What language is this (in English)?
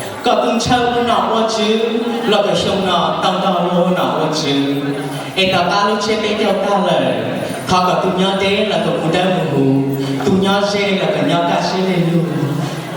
Hmong